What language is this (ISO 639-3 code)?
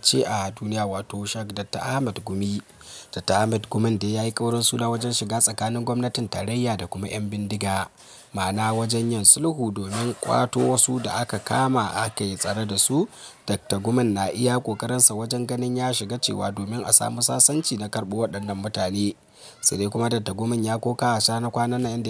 hau